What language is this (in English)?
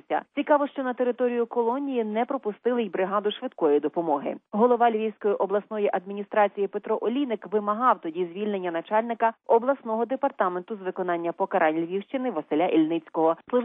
Ukrainian